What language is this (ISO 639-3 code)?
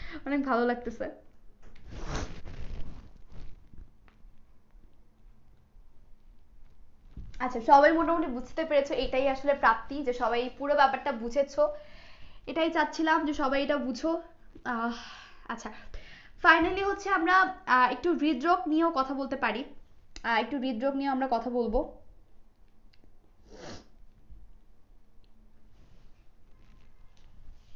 ben